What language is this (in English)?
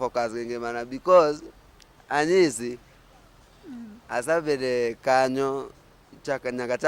Luo (Kenya and Tanzania)